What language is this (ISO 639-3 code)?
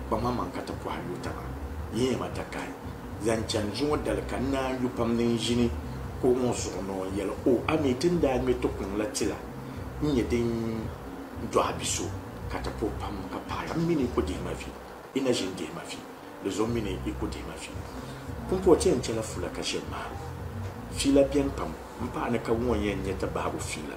dag